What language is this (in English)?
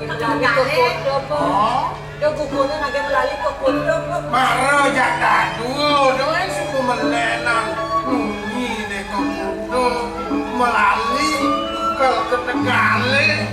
Balinese